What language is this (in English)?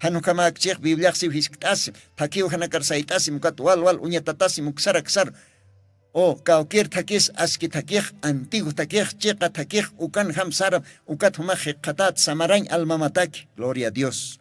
Aymara